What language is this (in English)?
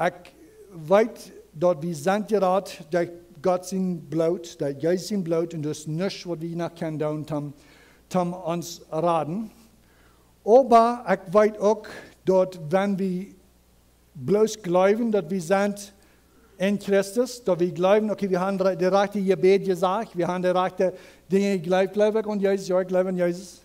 Plautdietsch